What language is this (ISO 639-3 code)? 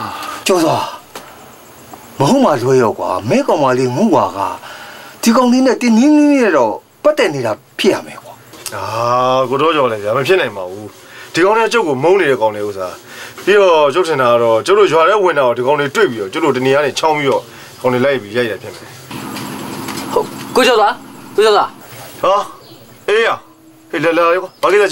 mya